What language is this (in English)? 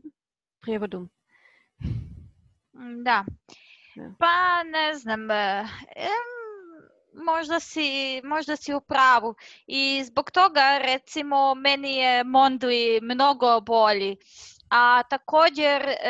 Croatian